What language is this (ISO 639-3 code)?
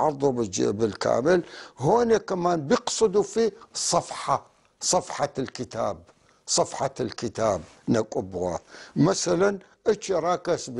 apc